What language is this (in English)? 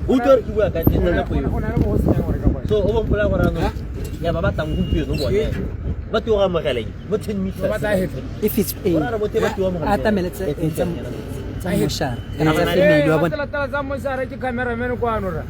Tswana